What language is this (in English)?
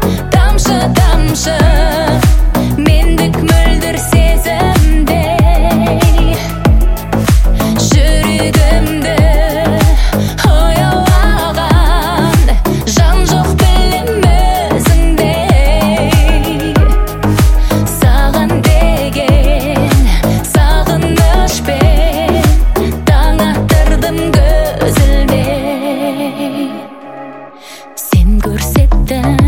Kazakh